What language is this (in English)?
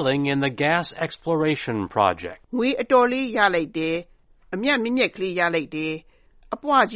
Burmese